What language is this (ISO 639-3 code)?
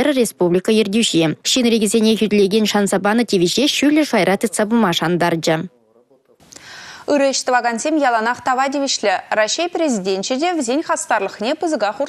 chv